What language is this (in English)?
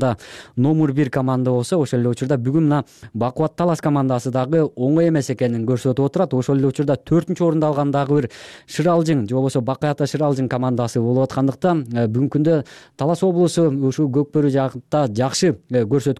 Kyrgyz